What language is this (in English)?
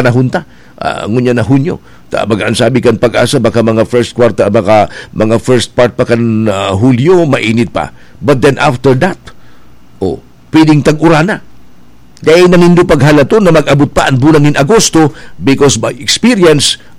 Bikol